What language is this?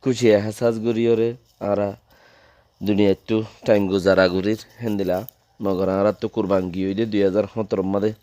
Rohingya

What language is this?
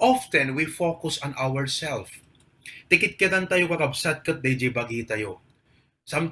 Iloko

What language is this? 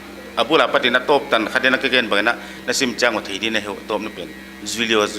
Paite Chin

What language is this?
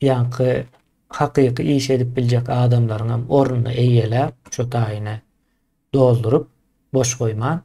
Turkmen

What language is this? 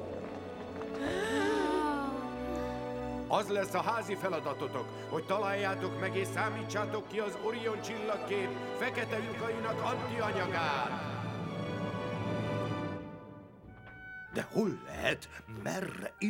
Hungarian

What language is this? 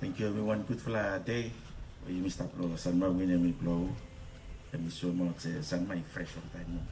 Bislama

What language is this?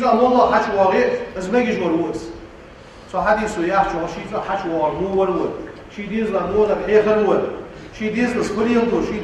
Ingush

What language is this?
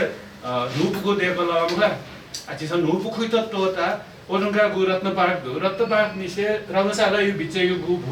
Newari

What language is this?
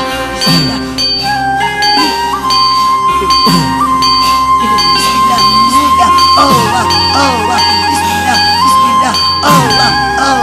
Turkish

